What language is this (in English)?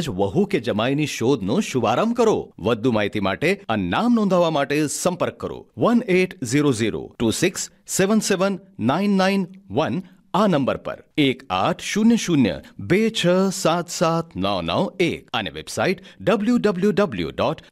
Gujarati